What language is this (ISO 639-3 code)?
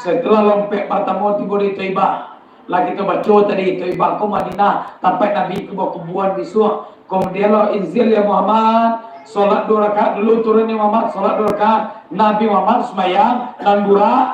min